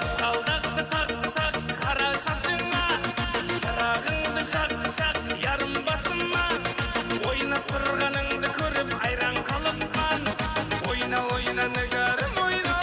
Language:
Kara-Kalpak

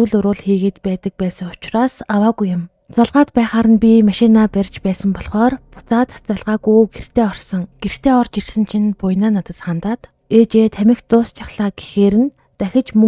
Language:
Mongolian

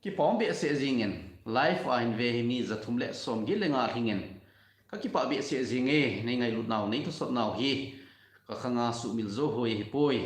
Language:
Thado Chin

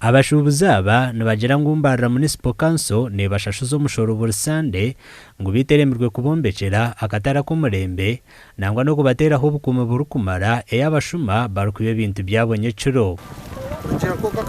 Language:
Nyankole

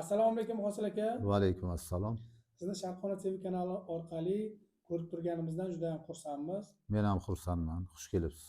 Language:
Uzbek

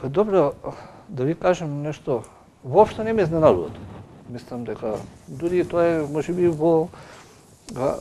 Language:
Macedonian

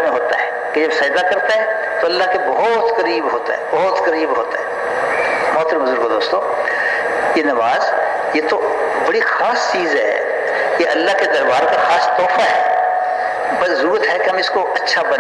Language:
Urdu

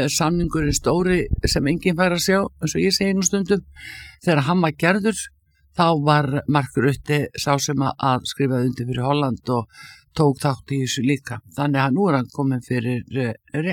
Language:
Icelandic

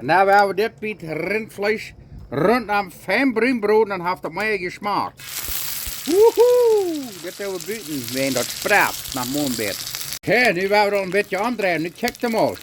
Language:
Plautdietsch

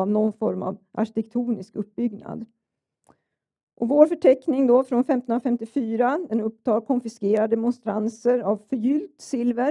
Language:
Swedish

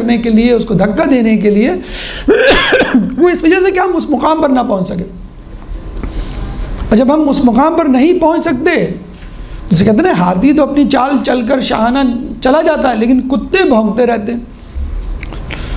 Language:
Urdu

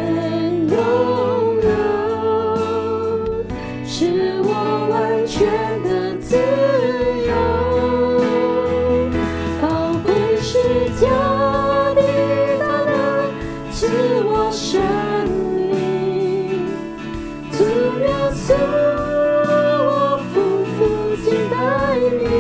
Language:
Chinese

